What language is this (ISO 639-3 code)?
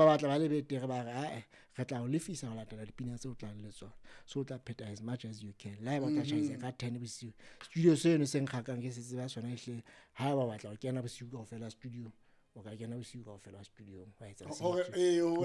sot